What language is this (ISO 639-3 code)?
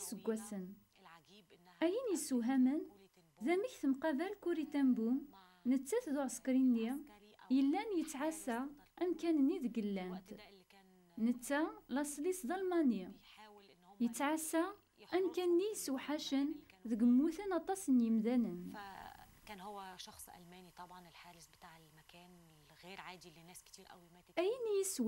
kab